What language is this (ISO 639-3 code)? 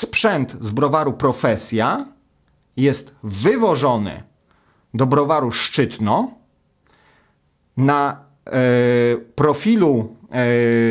pol